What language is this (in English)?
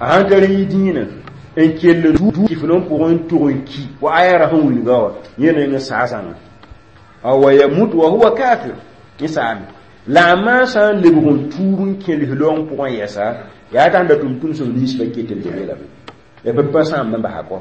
Mossi